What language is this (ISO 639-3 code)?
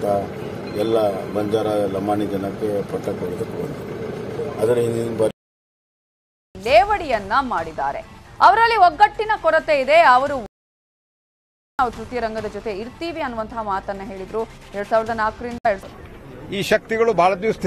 kan